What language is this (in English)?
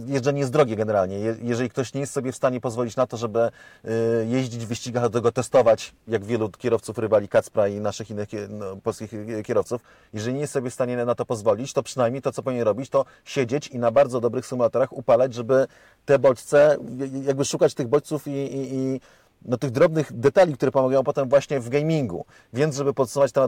Polish